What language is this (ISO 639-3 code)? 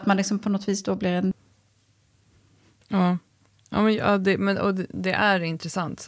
swe